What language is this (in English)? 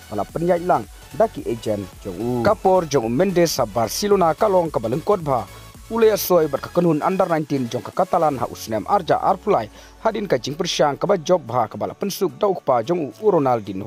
Khasi